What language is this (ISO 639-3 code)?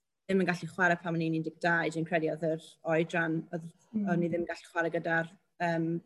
cym